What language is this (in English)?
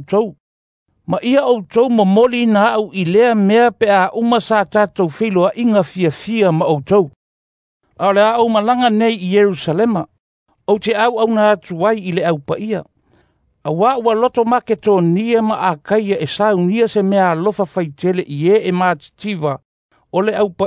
Samoan